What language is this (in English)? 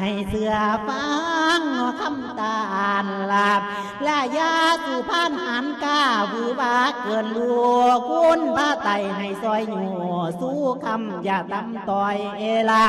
Lao